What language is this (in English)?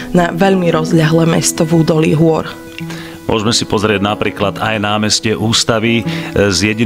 Slovak